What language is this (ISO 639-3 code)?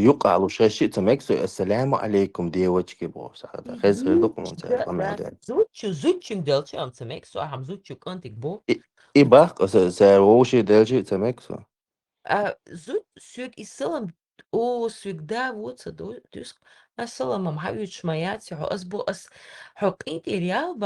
che